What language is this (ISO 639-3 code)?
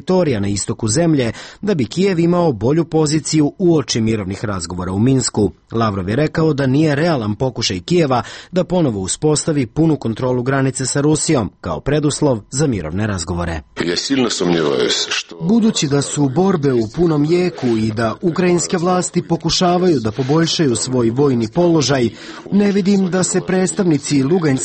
srp